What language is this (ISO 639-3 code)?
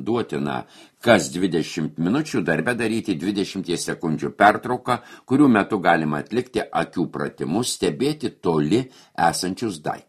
lit